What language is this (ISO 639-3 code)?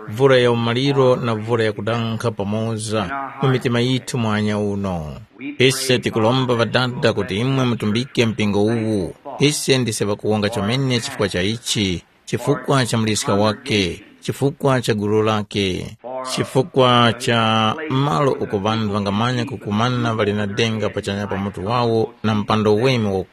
tum